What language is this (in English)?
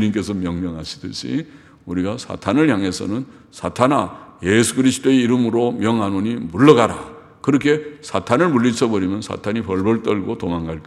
Korean